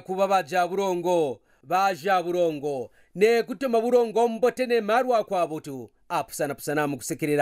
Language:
Kaonde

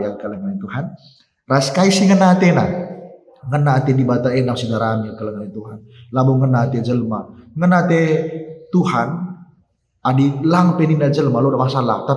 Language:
Batak Karo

